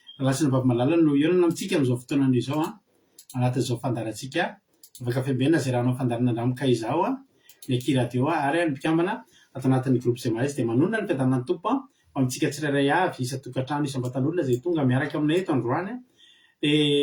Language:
Malagasy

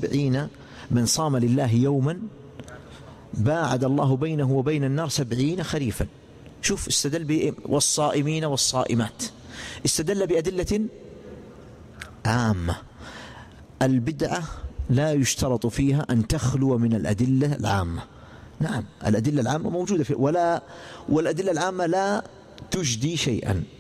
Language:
Arabic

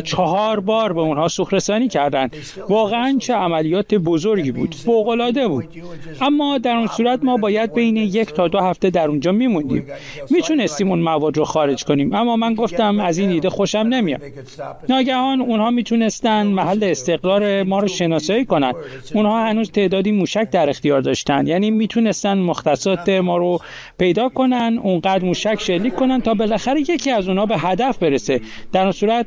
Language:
Persian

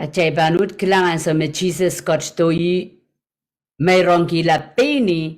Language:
Pohnpeian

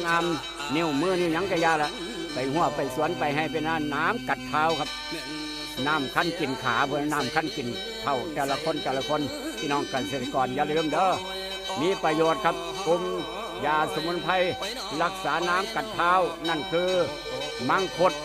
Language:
Northeastern Thai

